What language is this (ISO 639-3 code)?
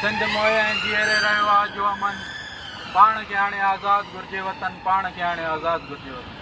snd